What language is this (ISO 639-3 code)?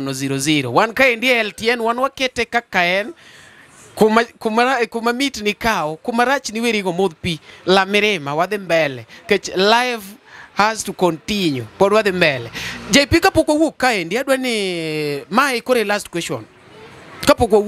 luo